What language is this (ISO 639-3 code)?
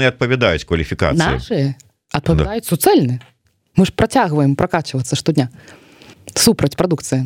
bel